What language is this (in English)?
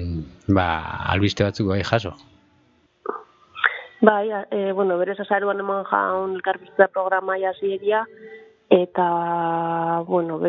Basque